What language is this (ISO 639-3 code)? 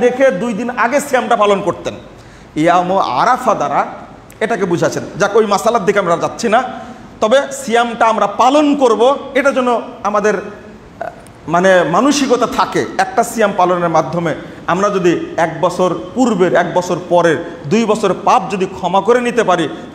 ben